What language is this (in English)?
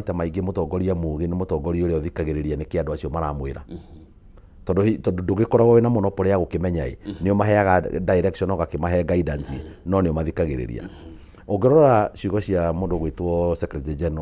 Kikuyu